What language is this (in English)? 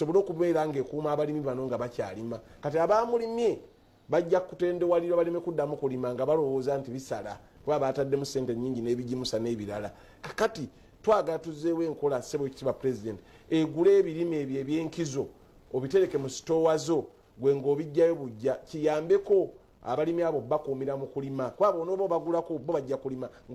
Ganda